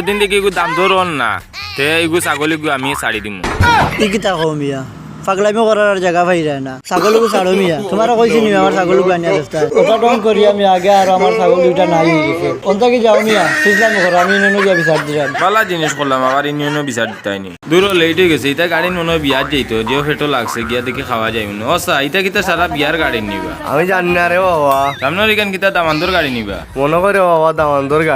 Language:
Sylheti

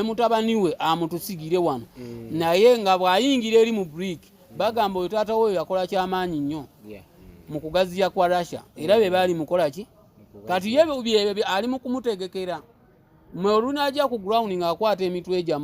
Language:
Ganda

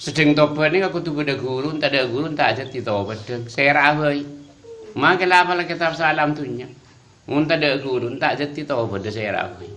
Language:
Madurese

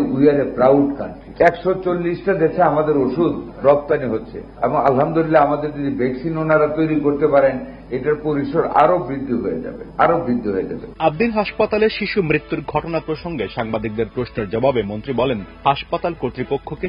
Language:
Bangla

